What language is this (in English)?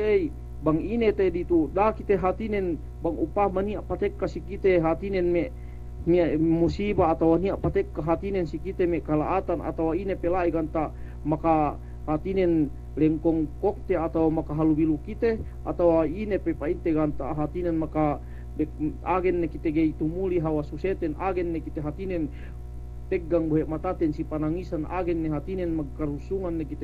Yakan